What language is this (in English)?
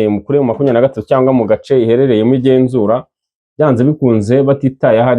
Kinyarwanda